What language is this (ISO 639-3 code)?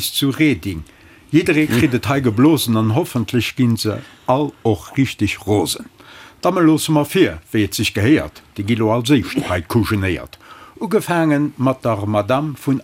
ltz